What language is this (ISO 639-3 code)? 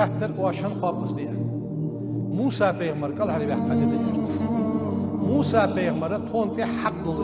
inh